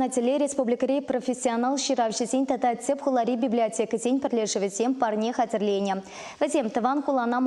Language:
Chuvash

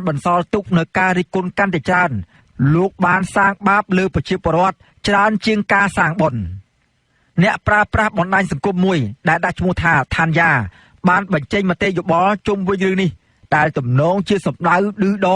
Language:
Khmer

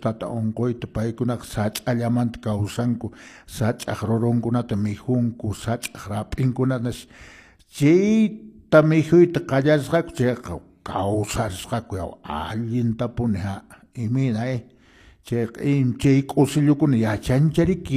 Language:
Quechua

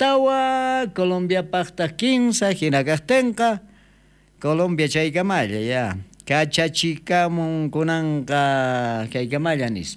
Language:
South Bolivian Quechua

